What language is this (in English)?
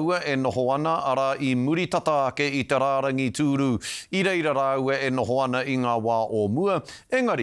Māori